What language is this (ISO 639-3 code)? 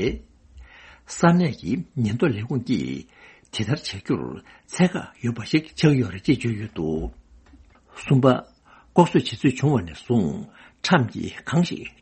bod